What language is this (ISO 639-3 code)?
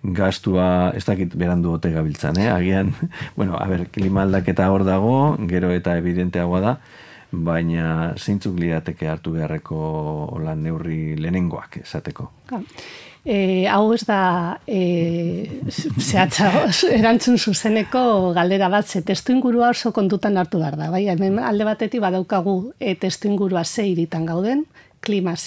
eus